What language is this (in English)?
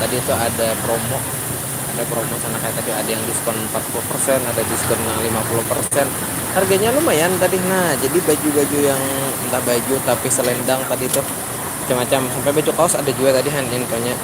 Banjar